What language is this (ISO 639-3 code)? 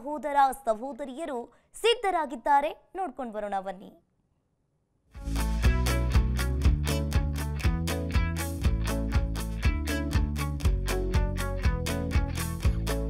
kan